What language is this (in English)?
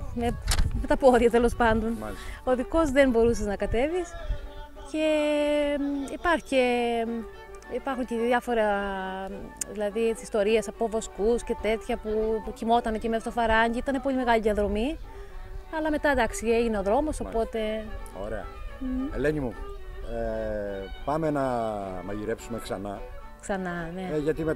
Greek